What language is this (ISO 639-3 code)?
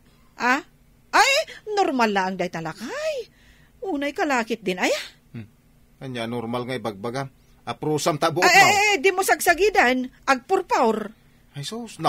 ilo